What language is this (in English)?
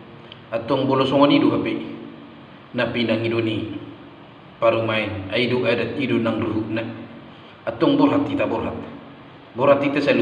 Batak Toba